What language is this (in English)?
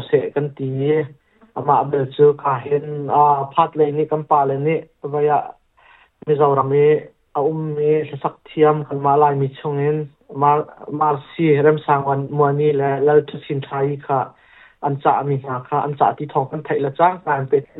Hakha Chin